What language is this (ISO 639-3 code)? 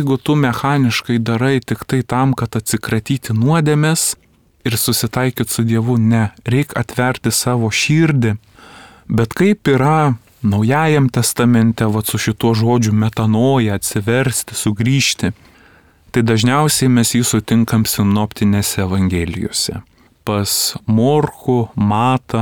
lit